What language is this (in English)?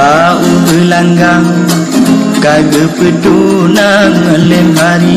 Achinese